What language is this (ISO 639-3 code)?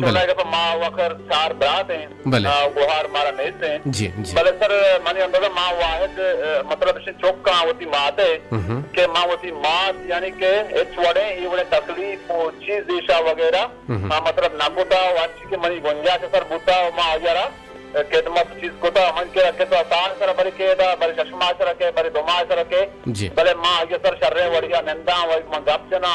bgp